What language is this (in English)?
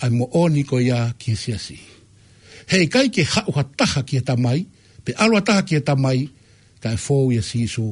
Tongan